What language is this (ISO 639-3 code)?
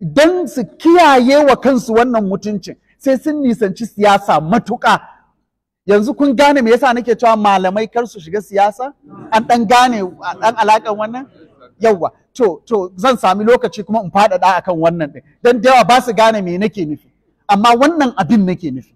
hau